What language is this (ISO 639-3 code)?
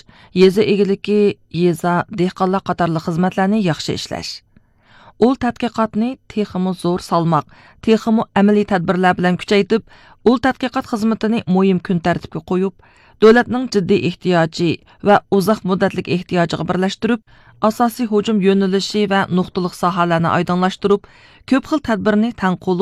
uig